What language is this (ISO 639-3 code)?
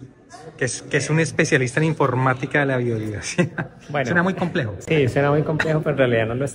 spa